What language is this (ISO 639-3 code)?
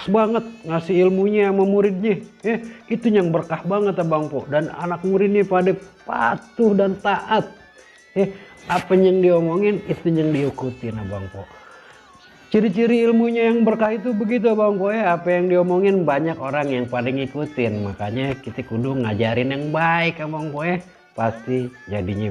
bew